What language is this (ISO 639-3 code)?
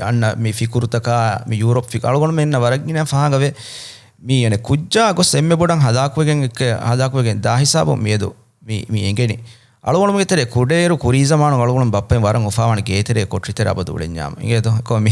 div